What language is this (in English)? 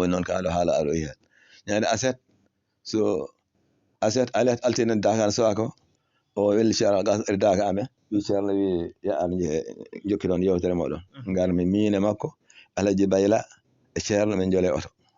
Fula